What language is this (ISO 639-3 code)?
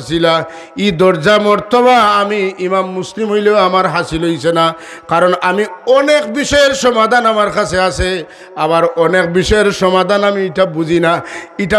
syl